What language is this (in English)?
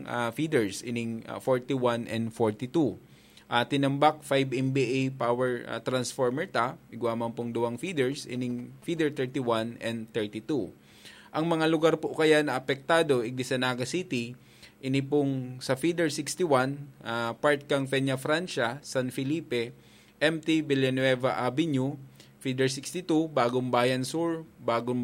Bikol